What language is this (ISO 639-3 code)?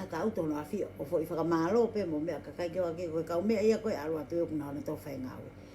ton